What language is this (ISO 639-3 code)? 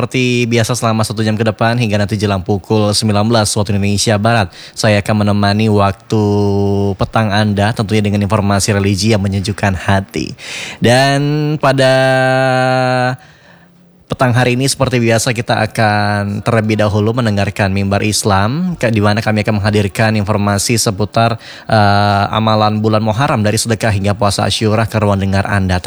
ind